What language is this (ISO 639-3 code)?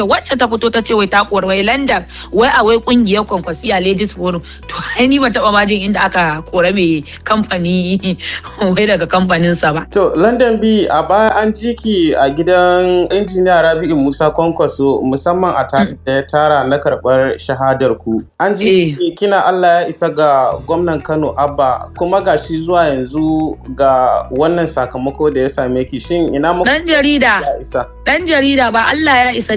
hau